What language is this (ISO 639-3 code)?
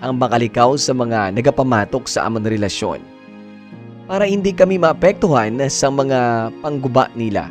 hil